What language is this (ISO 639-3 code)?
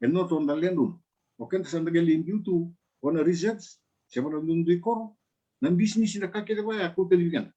fij